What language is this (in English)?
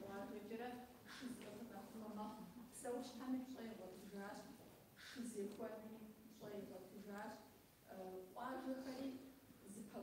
Kabardian